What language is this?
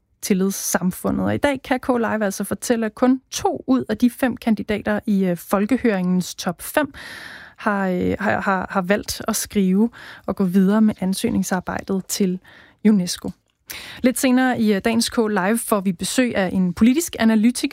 Danish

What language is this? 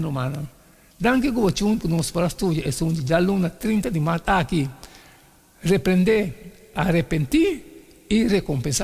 Papiamento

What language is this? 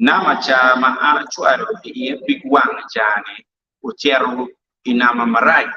Acoli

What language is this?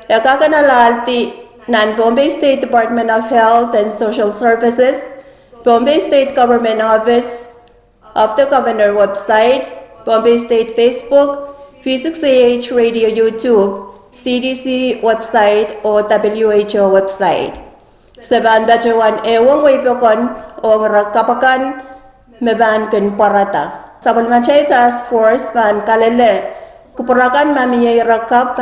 Pohnpeian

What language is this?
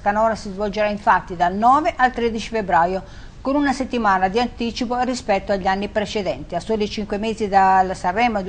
Italian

